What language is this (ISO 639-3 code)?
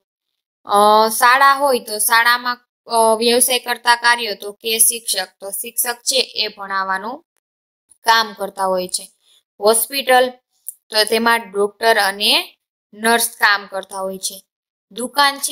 guj